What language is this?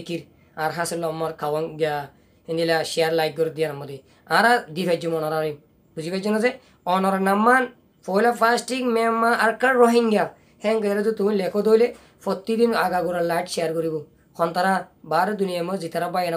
Rohingya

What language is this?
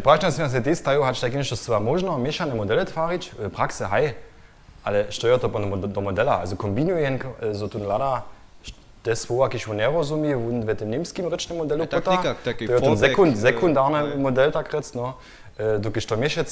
Upper Sorbian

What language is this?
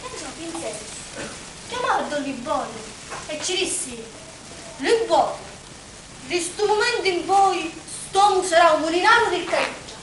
Sicilian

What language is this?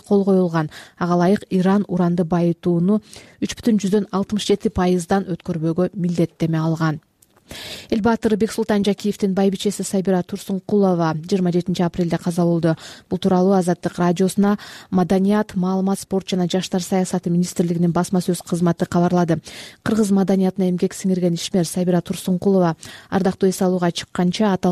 Kyrgyz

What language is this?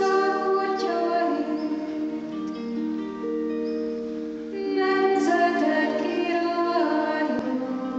Hungarian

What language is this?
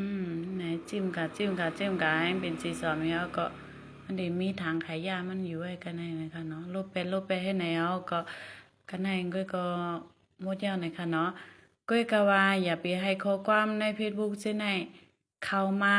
Shan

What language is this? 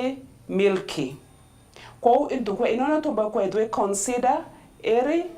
Meru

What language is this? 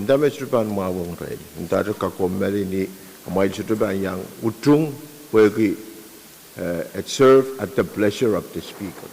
Pohnpeian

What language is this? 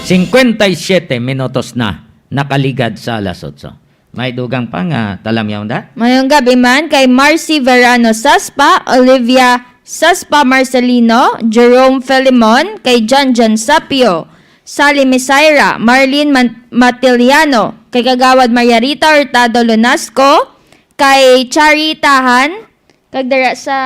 Hiligaynon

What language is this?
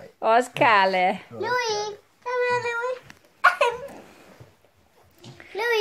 Danish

